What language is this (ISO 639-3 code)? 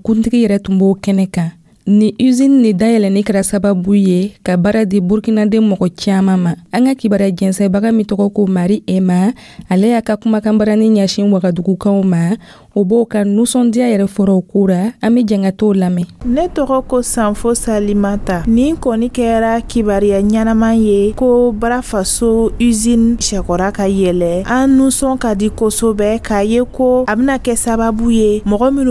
dyu